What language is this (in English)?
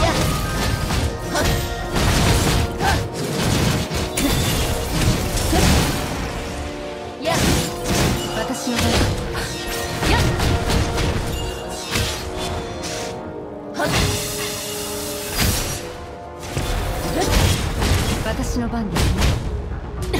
Japanese